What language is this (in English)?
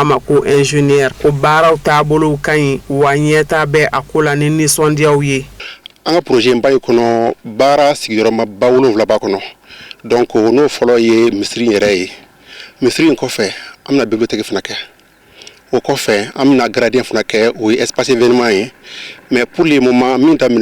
Bambara